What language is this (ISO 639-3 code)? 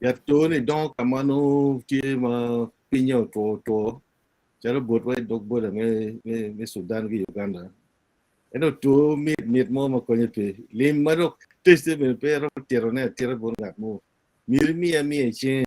ach